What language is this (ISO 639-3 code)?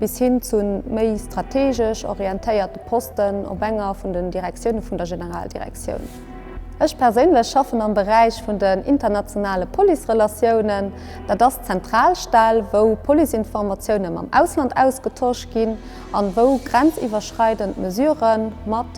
ltz